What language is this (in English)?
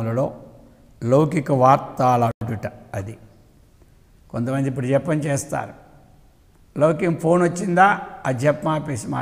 Telugu